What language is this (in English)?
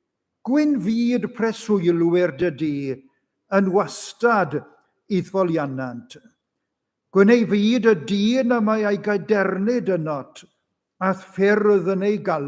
Welsh